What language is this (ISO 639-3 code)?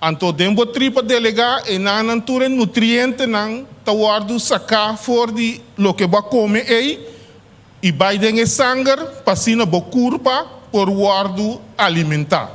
pap